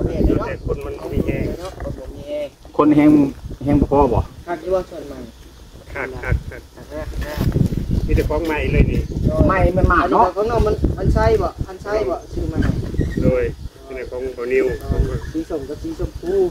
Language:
Lao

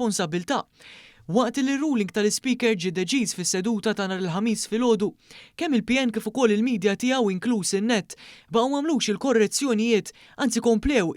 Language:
Maltese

